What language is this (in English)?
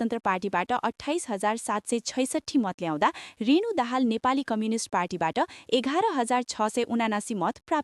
Nepali